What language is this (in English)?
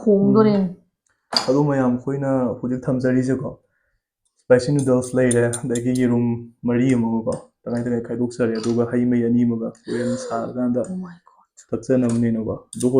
Manipuri